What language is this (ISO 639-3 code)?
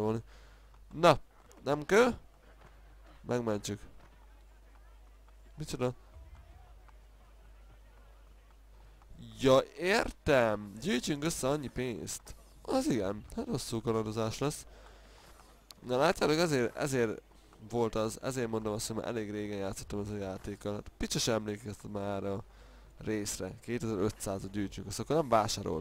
hun